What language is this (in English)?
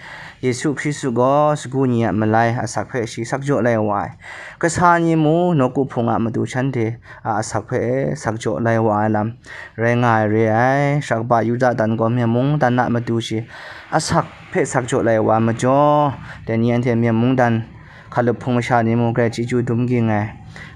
Kachin